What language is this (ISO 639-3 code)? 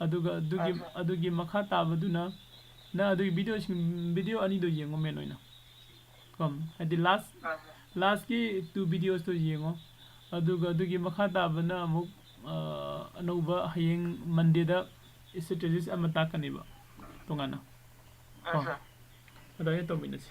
mni